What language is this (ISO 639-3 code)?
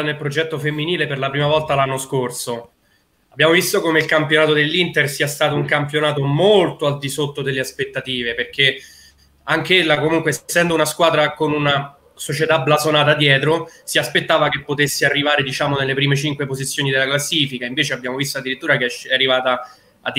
ita